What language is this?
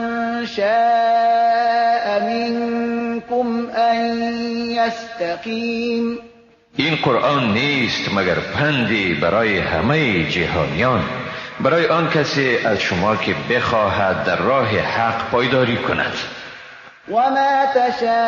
Persian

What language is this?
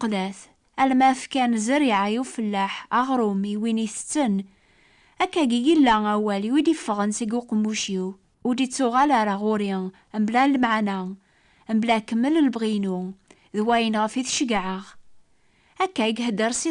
Kabyle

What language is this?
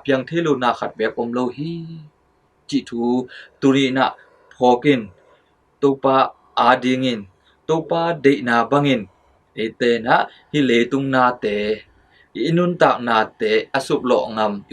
Tedim Chin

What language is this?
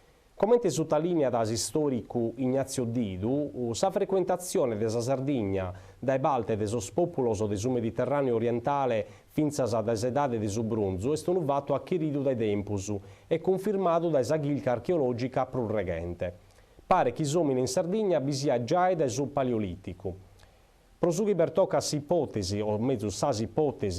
Sardinian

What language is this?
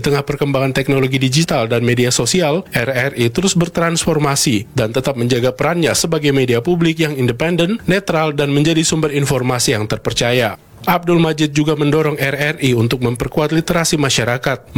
Indonesian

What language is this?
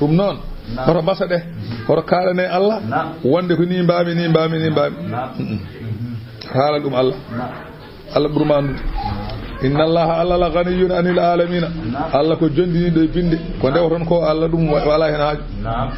Fula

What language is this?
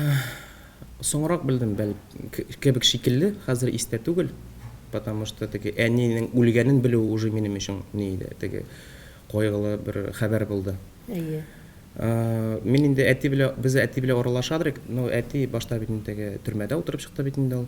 Tatar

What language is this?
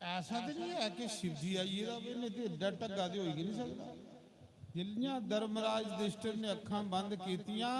Dogri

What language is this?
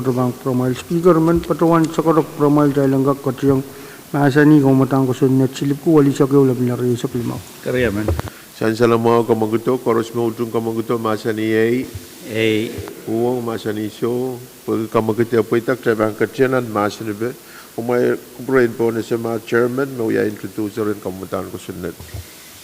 Pohnpeian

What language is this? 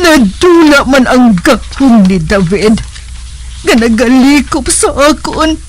Hiligaynon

